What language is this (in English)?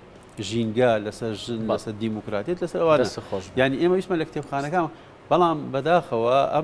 Central Kurdish